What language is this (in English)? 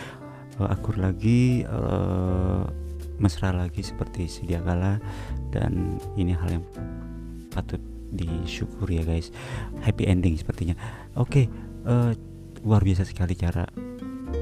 Indonesian